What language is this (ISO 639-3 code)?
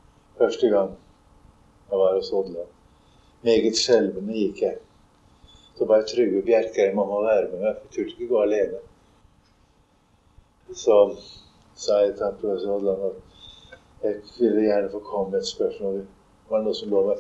nor